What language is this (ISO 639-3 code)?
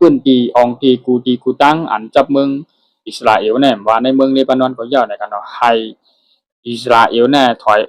shn